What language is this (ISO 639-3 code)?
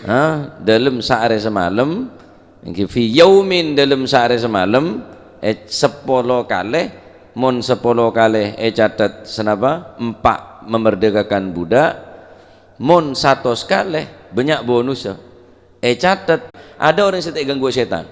mad